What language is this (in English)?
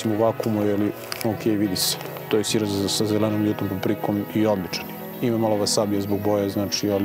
Serbian